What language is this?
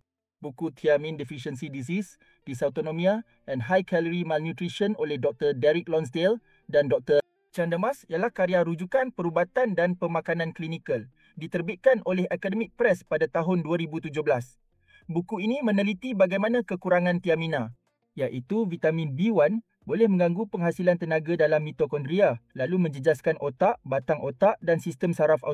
Malay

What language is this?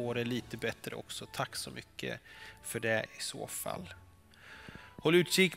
Swedish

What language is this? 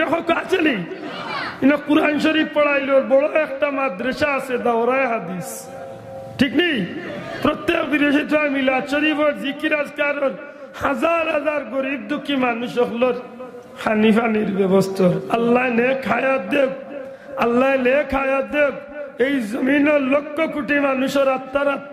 Sylheti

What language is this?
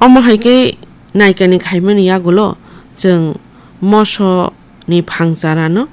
Kok Borok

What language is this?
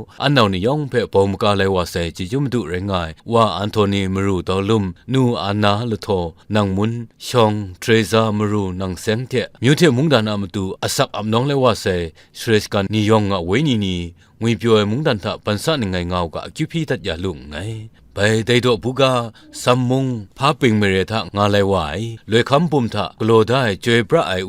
Kachin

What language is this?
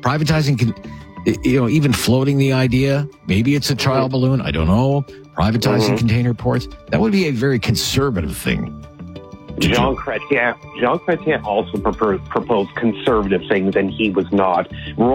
English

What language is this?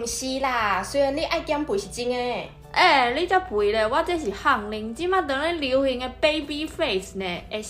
Min Nan Chinese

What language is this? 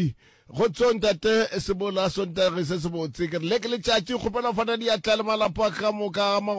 Northern Sotho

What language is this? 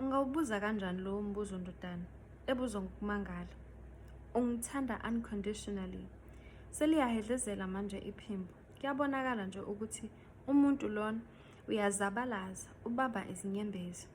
Zulu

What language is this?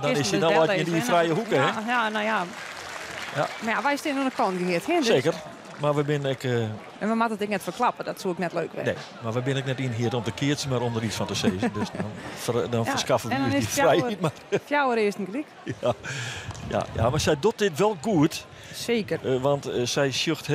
Western Frisian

